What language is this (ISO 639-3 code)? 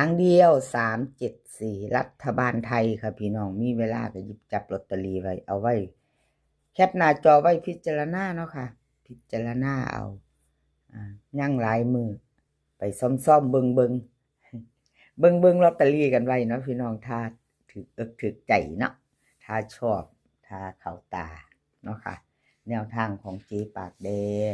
tts